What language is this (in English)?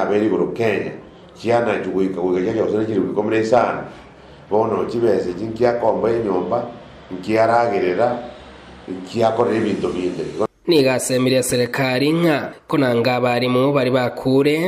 Gusii